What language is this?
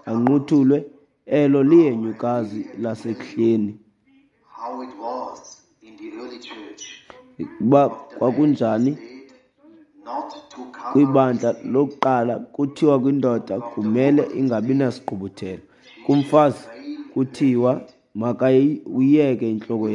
Xhosa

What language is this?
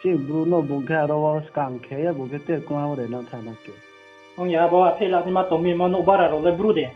Riang (India)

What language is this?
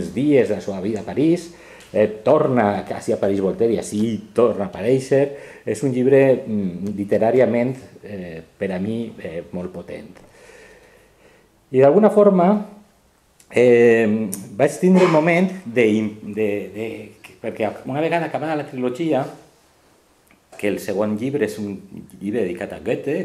Catalan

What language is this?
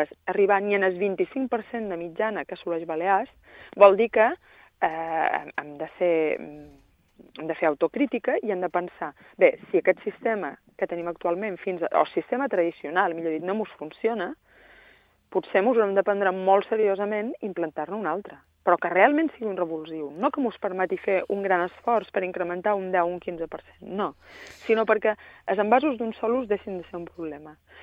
Catalan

